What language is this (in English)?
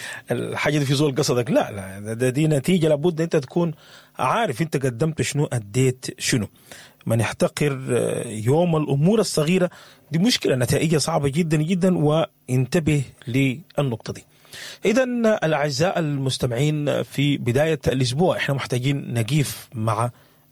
Sudanese Arabic